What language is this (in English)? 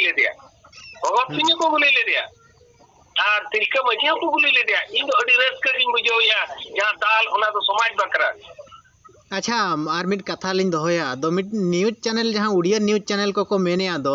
Santali